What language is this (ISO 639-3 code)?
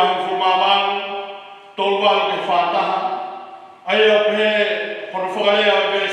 ton